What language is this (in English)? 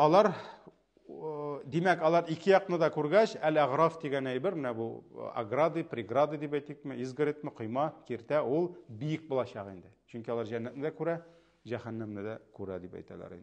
Tatar